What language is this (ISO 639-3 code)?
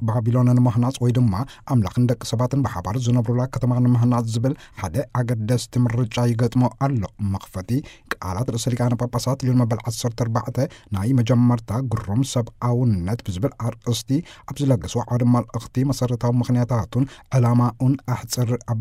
tir